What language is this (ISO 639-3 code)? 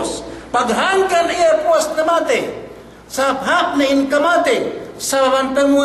yka